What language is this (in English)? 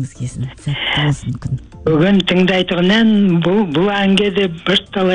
Kazakh